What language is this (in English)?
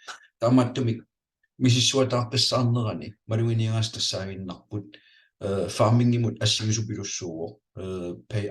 Kalaallisut